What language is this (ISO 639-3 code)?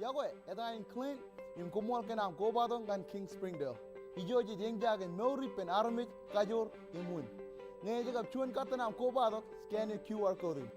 mah